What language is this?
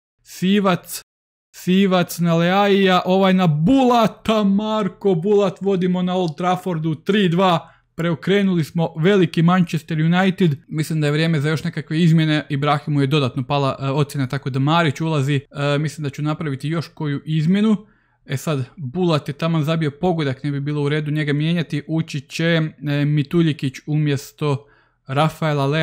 Croatian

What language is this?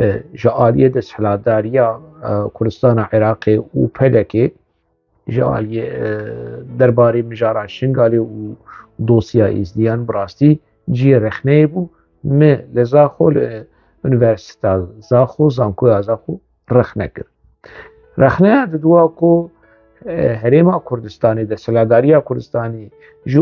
Kurdish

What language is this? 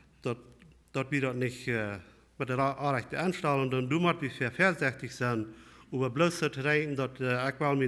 Plautdietsch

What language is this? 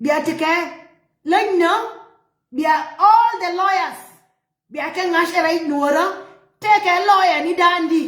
Nuer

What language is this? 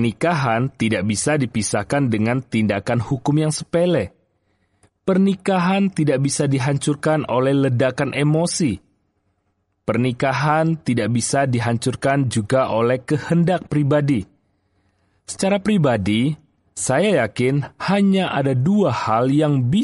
Indonesian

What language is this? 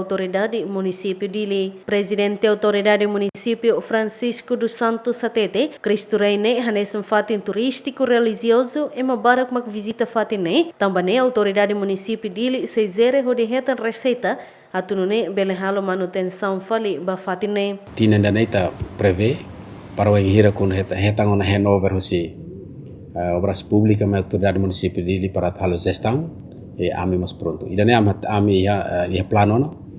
Tetum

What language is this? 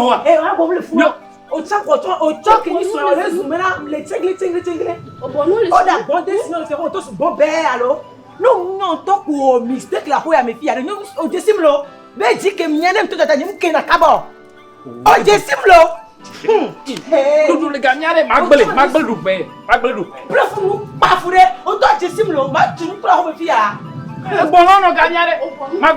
Ewe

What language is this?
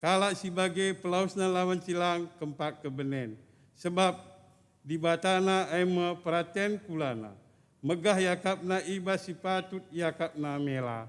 Batak Karo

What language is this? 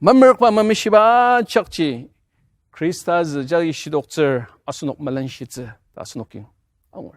Ao Naga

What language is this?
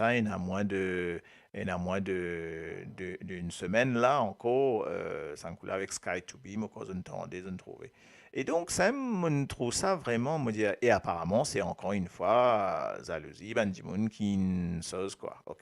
Morisyen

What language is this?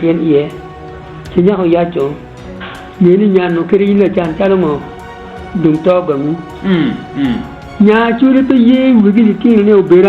Acoli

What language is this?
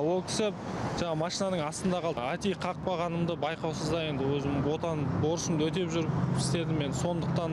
Kazakh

